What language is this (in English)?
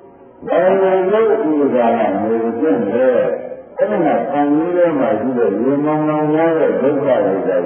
Burmese